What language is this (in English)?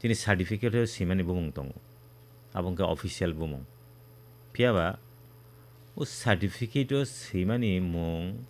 Kok Borok